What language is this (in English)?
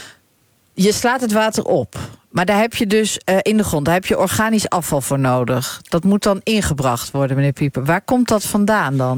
Dutch